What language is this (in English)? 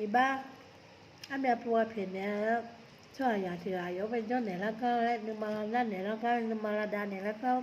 Akha